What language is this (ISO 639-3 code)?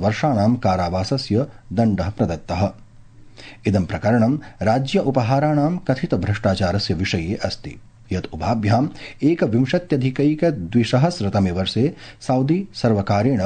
san